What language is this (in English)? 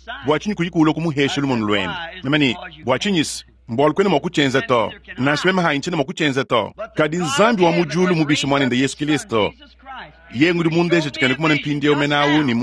Luba-Lulua